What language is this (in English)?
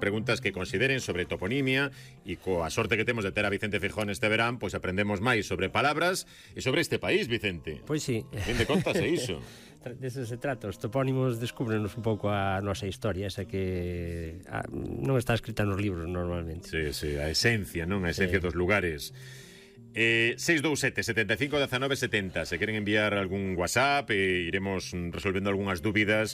Galician